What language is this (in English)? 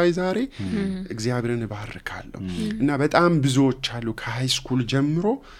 Amharic